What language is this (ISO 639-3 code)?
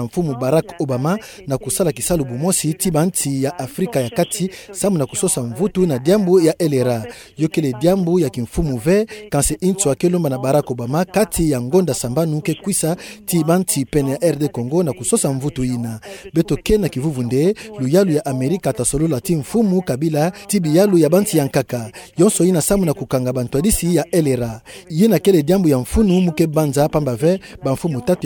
ktu